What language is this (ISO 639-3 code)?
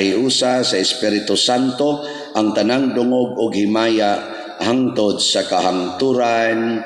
ceb